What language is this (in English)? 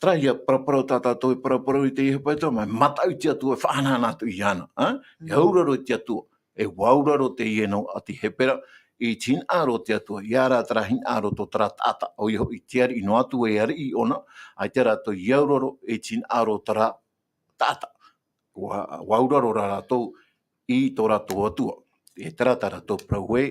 Tahitian